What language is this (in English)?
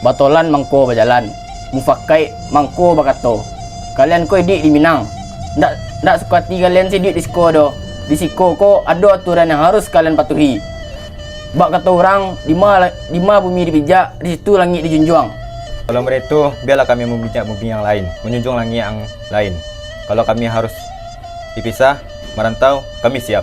Minangkabau